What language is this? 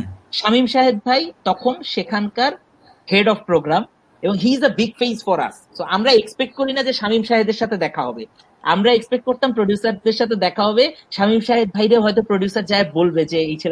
Bangla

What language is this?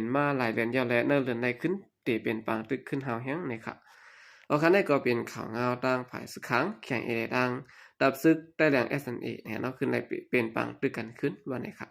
Shan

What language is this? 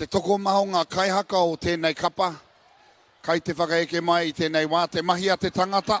Māori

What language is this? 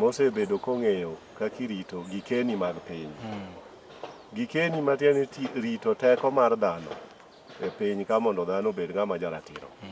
Luo (Kenya and Tanzania)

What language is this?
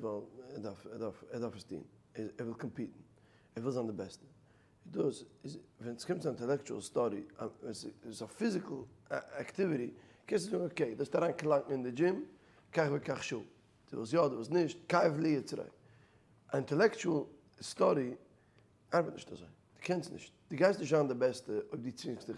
Yiddish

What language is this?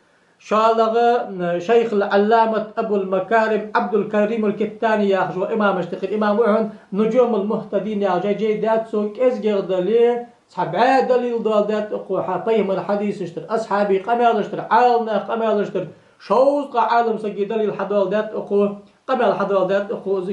Ingush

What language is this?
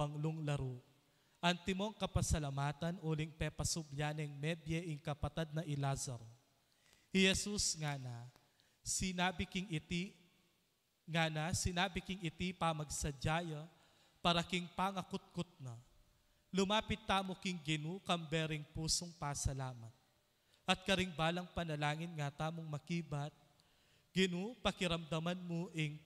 Pampanga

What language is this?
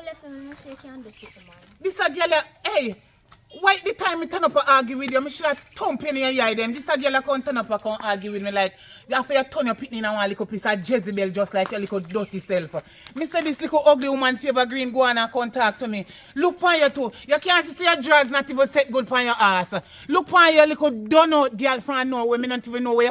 Jamaican Creole English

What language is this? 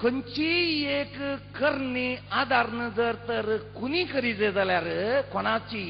Konkani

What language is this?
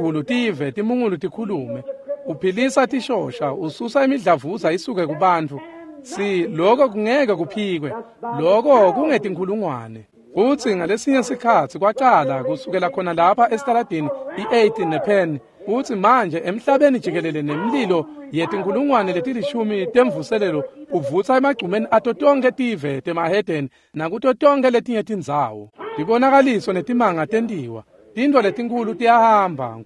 Swati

